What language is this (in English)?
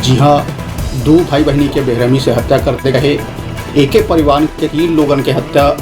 Chhattisgarhi